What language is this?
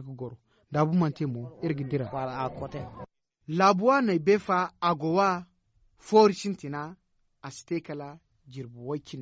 Zarma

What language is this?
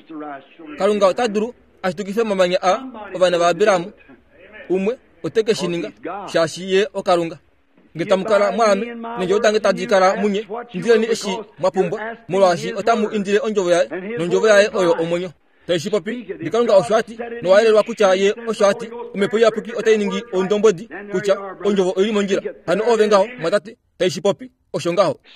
Kuanyama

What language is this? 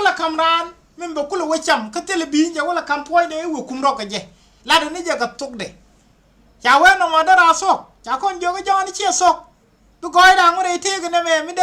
Nuer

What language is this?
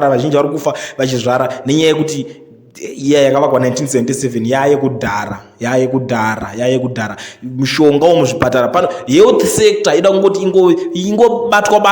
Shona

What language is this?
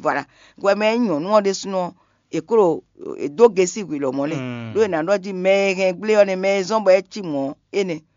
Fon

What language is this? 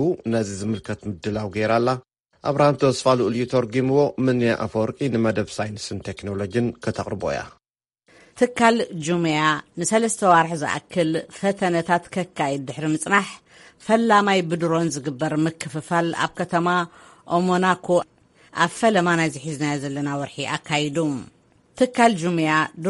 Tigrinya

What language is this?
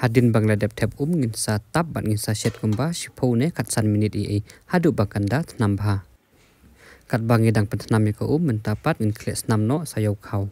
Khasi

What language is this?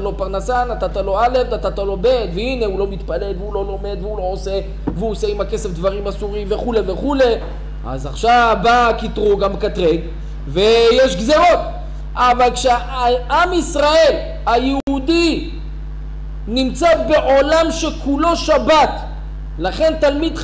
Hebrew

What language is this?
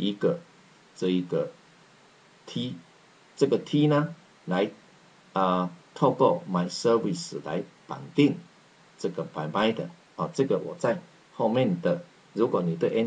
Chinese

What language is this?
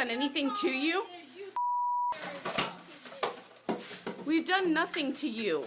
English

